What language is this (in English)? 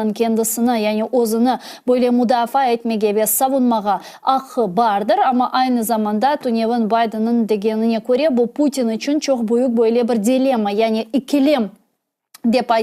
Crimean Tatar